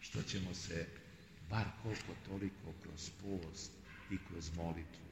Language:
Serbian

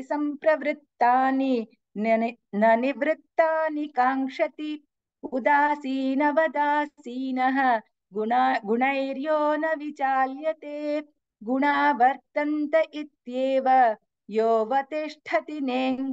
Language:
Sanskrit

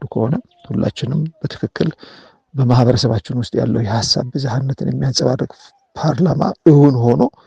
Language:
Amharic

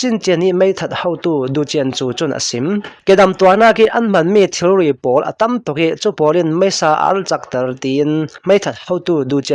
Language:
Hakha Chin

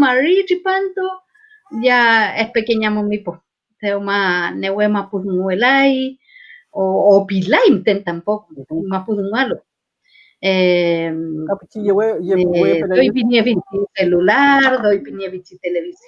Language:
Mapuche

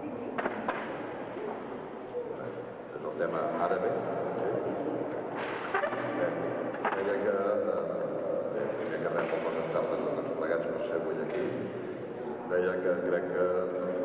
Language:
Catalan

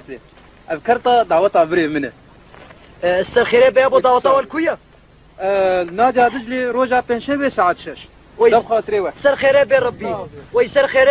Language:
Kurdish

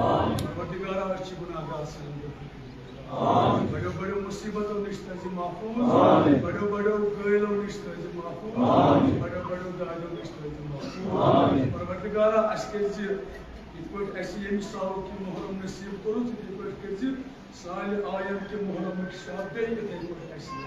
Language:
Kashmiri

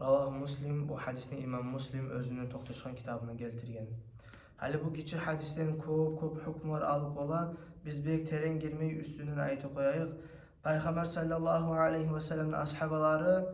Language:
Kumyk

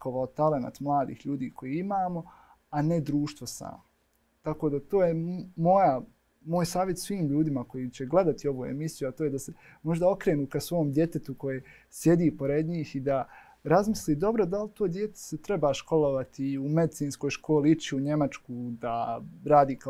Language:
Bosnian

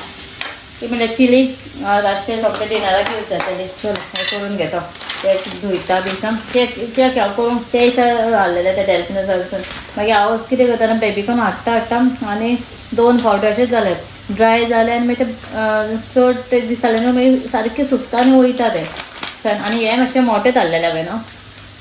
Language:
Konkani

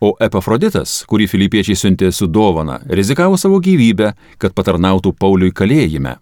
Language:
Lithuanian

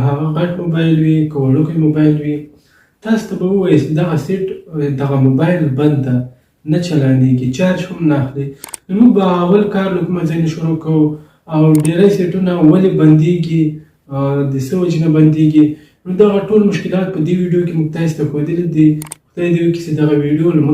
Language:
Pashto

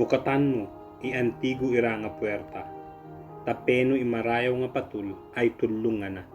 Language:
Ibanag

